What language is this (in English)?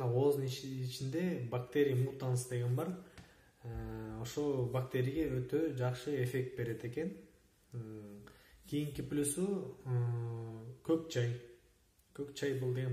Kyrgyz